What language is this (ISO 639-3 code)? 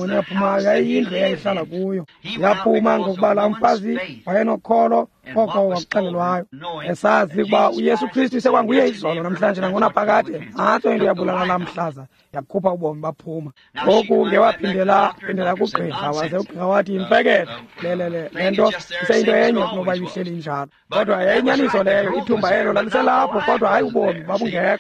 xho